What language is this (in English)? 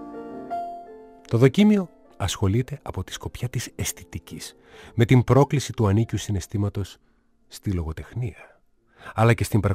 Greek